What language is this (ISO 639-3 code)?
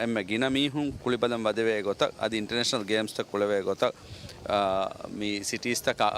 div